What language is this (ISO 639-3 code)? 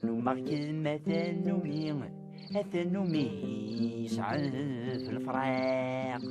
kab